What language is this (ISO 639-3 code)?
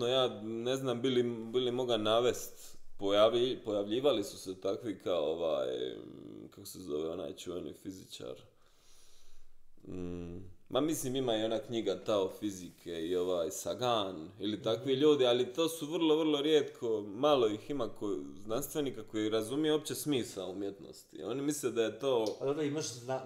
hrv